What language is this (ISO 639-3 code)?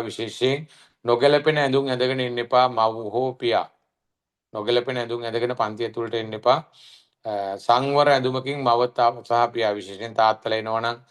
sin